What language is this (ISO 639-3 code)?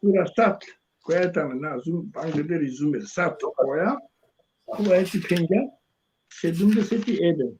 rmn